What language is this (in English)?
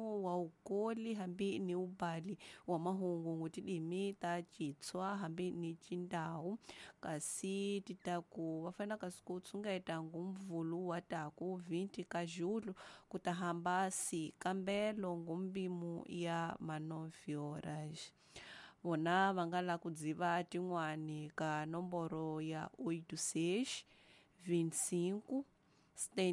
Tsonga